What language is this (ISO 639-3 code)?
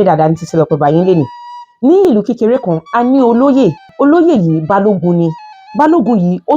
yor